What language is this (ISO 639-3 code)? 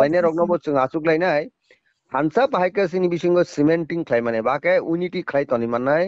trp